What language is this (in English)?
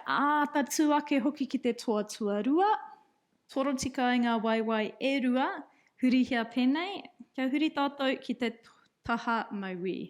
Māori